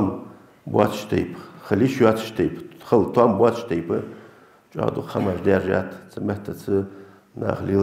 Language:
Ingush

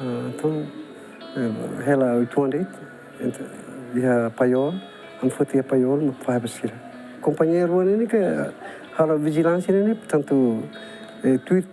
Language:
Tetum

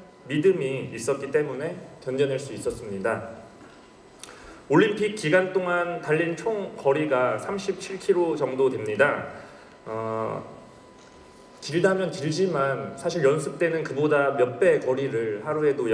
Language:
Korean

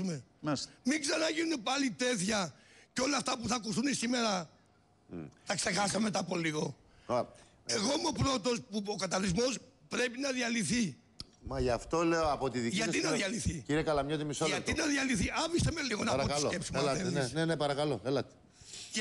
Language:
Greek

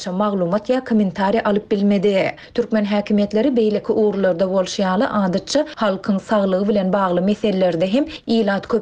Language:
Turkmen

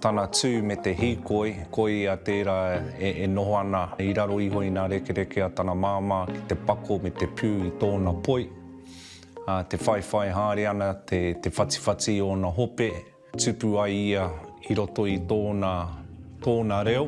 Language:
Māori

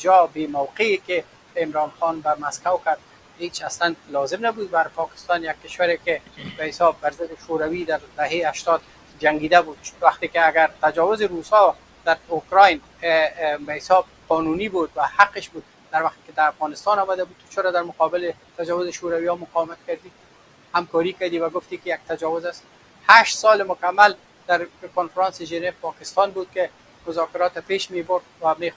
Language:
Persian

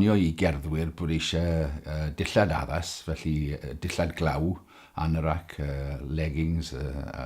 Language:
Welsh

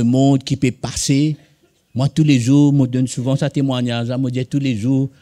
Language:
Morisyen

